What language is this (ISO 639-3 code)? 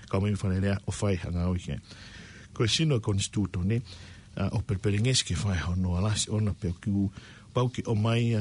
ton